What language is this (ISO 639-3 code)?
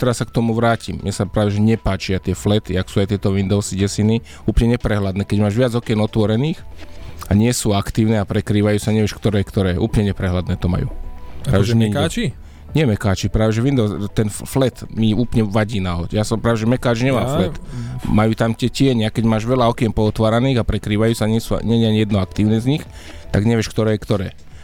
slk